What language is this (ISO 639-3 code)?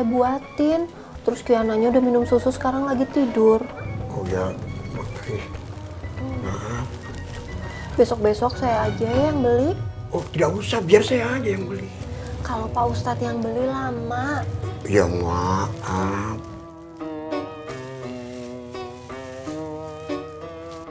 ind